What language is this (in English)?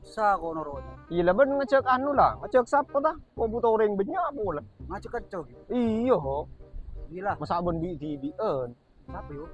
Madurese